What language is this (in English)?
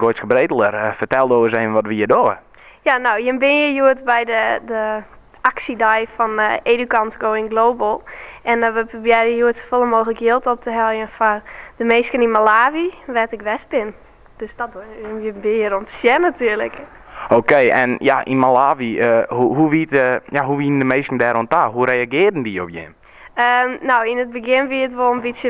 Western Frisian